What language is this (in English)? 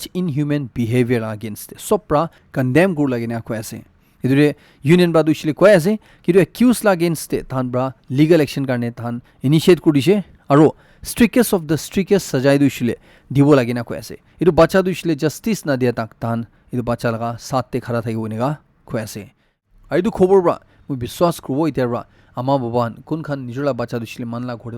Naga Pidgin